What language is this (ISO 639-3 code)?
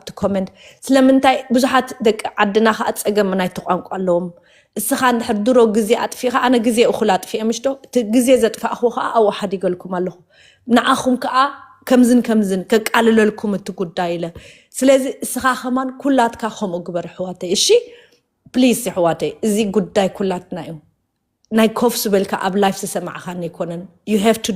tir